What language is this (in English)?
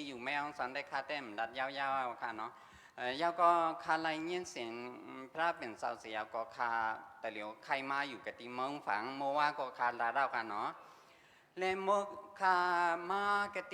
Shan